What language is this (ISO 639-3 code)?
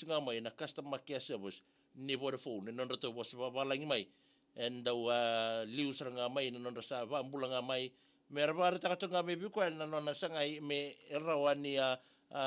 fij